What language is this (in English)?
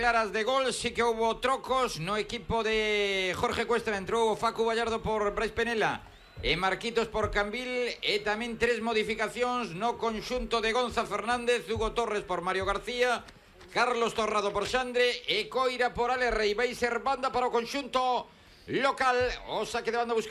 Galician